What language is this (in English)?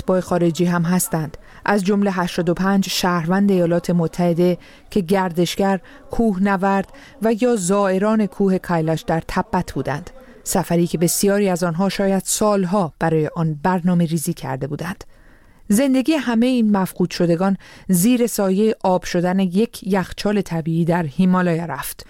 Persian